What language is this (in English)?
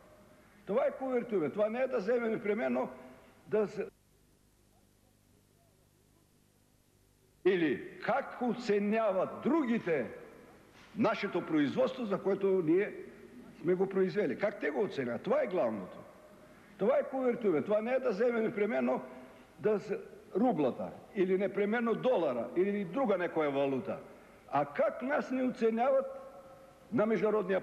Bulgarian